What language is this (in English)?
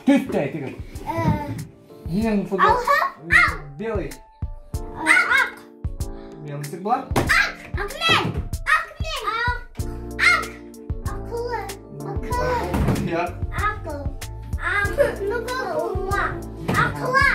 Bashkir